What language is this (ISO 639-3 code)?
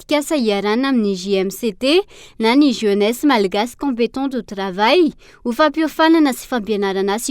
mlg